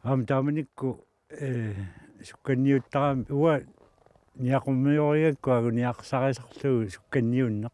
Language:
Kalaallisut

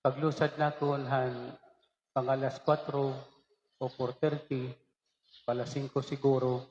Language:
Waray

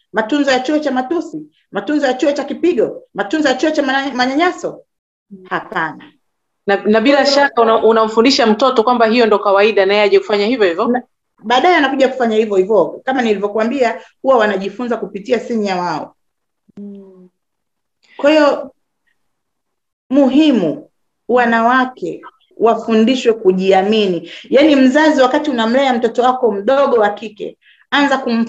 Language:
Swahili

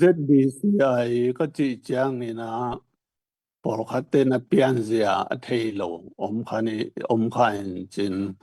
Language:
Tedim Chin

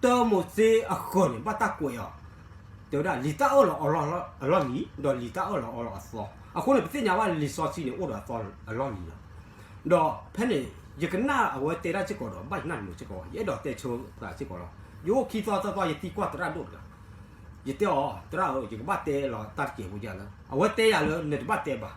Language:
S'gaw Karen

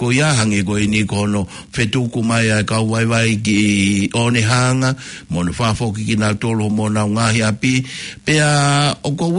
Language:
Tongan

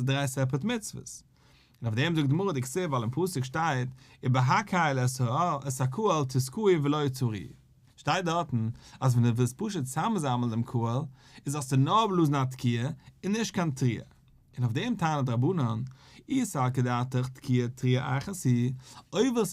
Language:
Yiddish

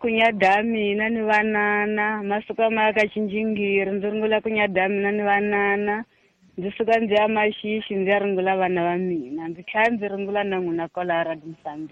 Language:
Tsonga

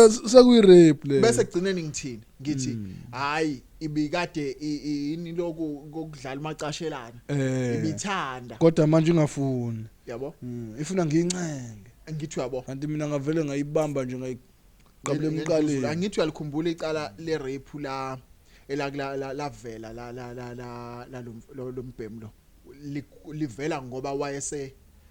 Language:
Zulu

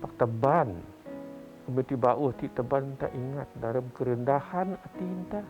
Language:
Biatah Bidayuh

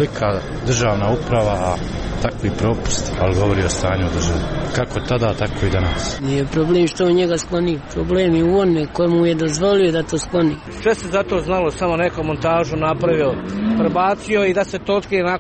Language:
Croatian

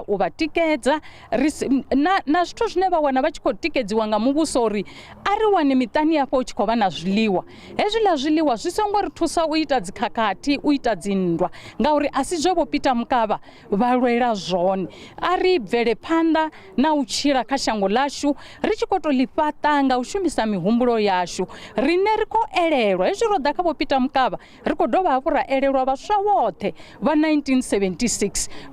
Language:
Venda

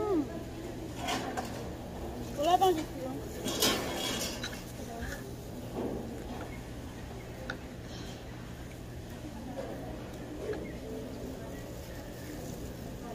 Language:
Filipino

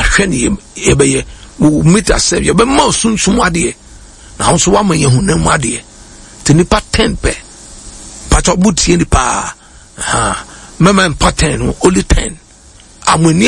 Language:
Akan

